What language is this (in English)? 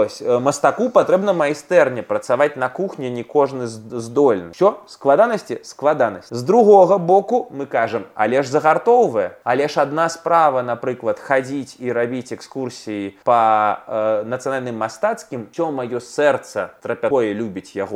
Belarusian